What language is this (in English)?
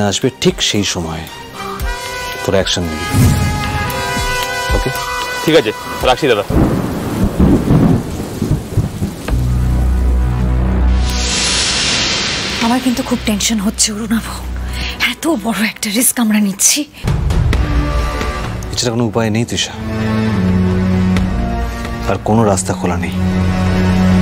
Bangla